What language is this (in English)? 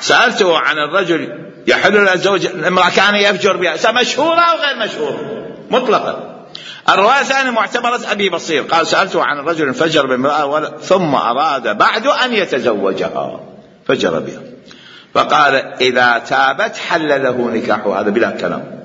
Mesopotamian Arabic